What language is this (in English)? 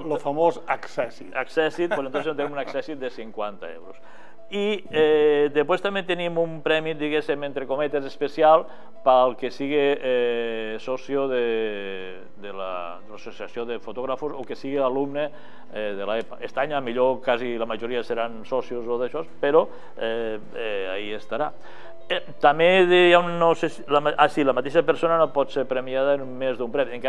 Catalan